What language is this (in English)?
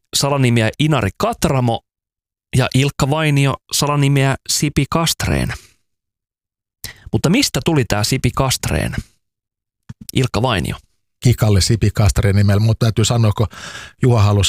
Finnish